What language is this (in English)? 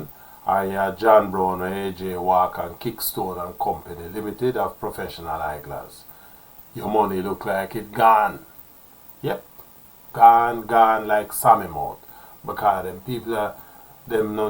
Jamaican Creole English